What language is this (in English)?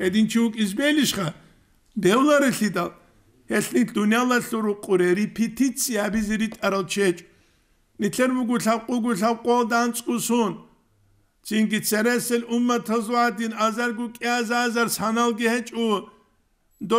Avaric